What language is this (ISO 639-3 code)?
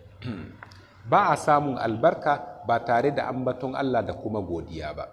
hau